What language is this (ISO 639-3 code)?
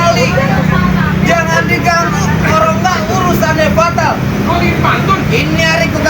bew